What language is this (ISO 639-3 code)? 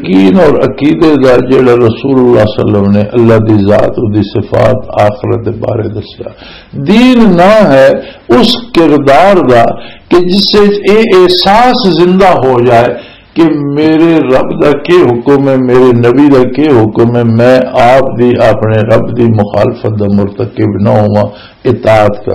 lah